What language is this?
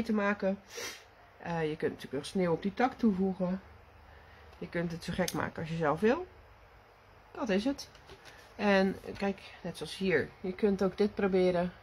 Dutch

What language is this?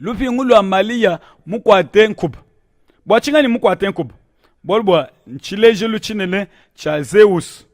Luba-Lulua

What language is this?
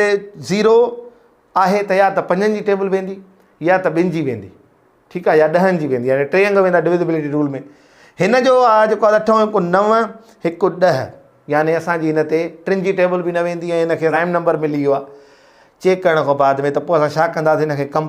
Sindhi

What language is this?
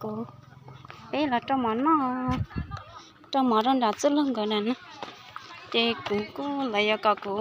Hmong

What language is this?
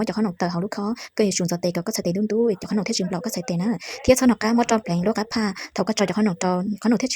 Hmong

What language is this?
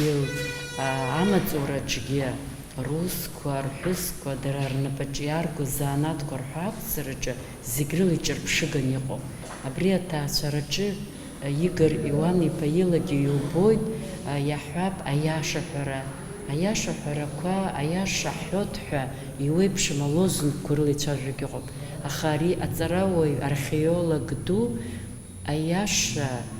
Abkhazian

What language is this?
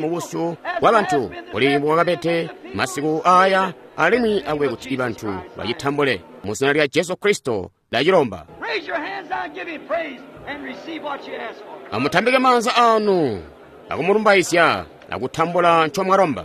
Tonga (Zambia)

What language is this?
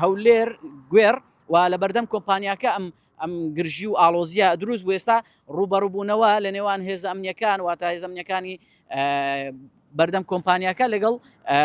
Central Kurdish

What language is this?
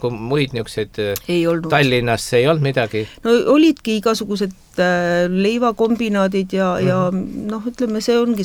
Estonian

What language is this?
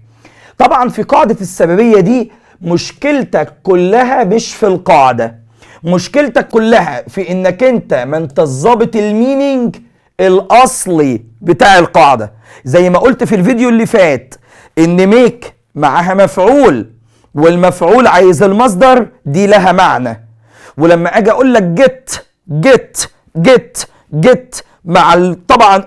Egyptian Arabic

